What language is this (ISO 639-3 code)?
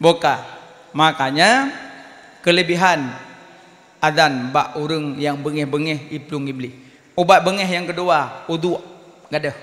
ace